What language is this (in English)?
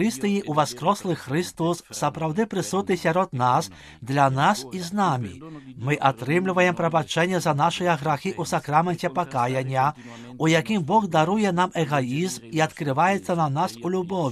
Belarusian